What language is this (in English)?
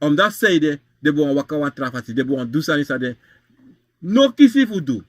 Sranan Tongo